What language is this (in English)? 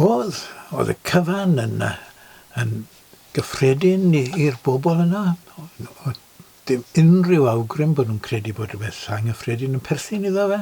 Welsh